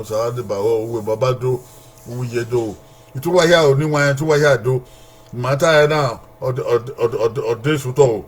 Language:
Bini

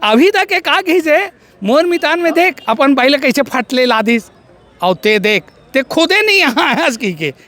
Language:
Chhattisgarhi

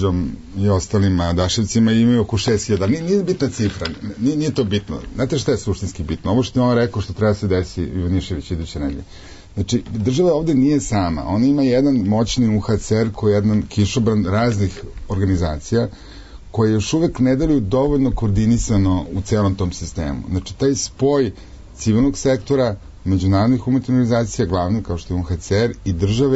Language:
Serbian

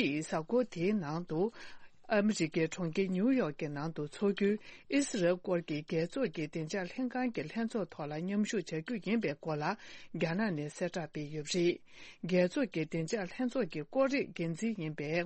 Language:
Tibetan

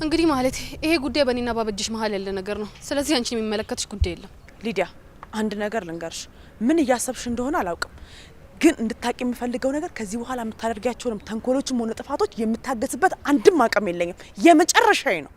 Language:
Amharic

